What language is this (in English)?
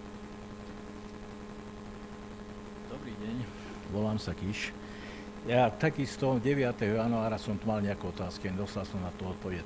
Slovak